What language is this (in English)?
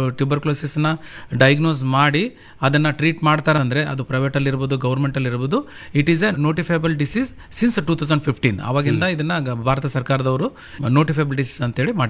Kannada